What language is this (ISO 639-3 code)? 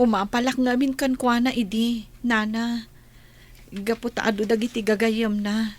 ilo